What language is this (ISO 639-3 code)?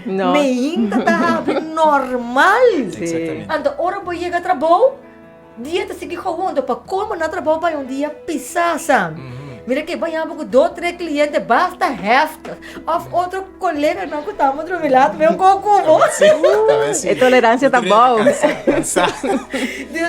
pap